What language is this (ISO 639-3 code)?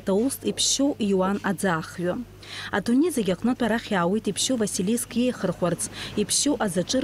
abk